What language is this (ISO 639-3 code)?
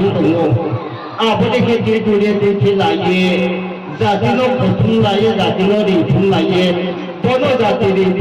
ria